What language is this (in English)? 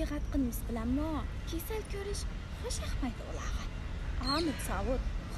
Uyghur